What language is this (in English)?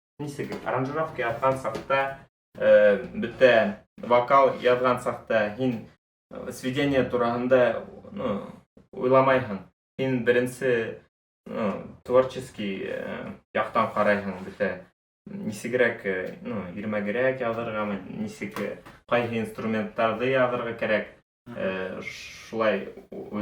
Bashkir